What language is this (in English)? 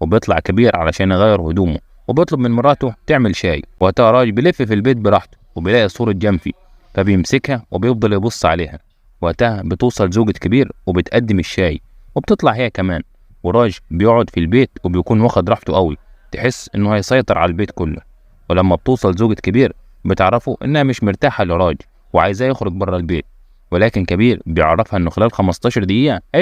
Egyptian Arabic